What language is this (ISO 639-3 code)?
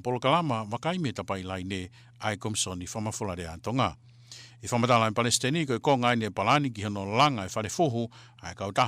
ton